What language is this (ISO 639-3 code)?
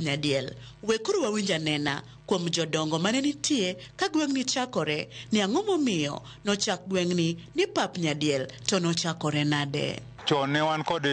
luo